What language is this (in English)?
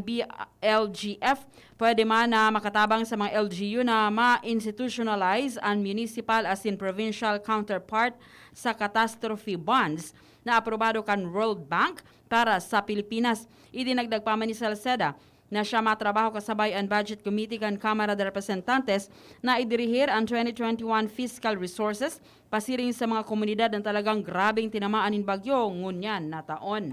Bikol